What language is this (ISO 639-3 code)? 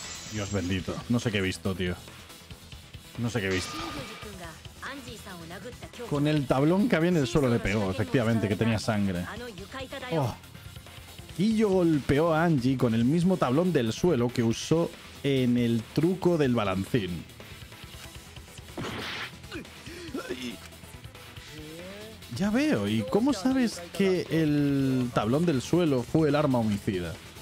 spa